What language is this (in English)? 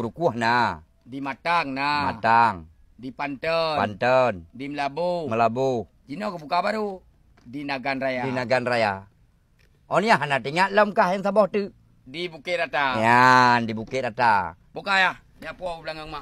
Achinese